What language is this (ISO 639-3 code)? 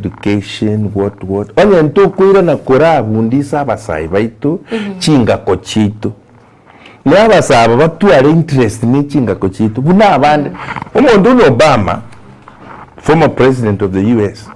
guz